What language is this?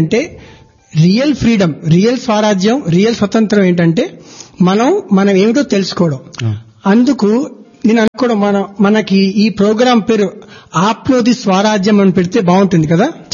Telugu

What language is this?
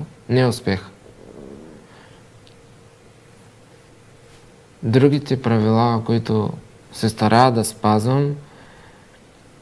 Bulgarian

